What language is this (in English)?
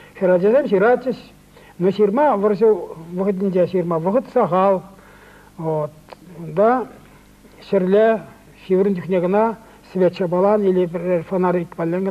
Chuvash